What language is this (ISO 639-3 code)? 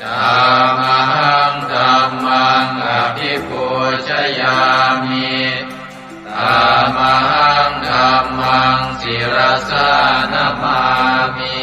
pli